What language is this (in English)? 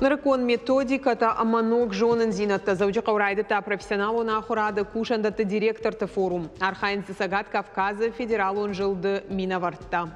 Ossetic